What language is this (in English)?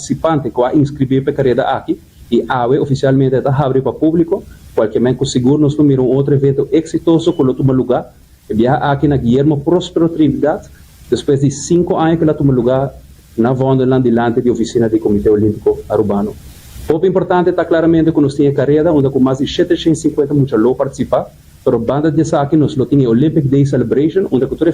Papiamento